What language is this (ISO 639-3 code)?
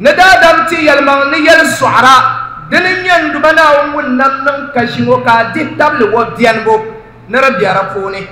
dag